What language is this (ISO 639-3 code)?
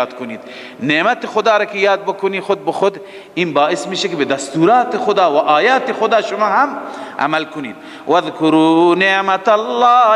fas